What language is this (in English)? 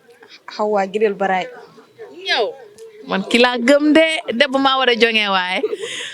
Fula